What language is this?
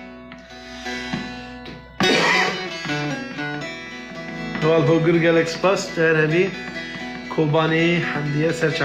Kurdish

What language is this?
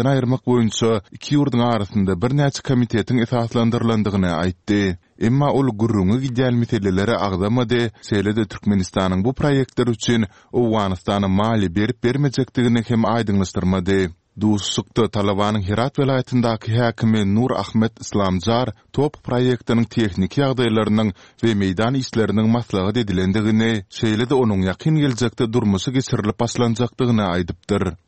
Turkmen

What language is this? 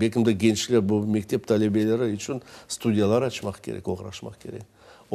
Crimean Tatar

